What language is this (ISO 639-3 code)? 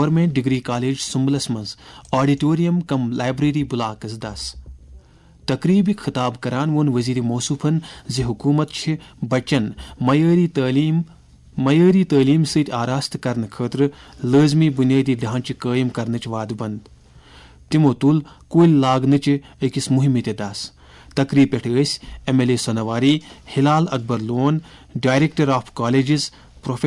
kas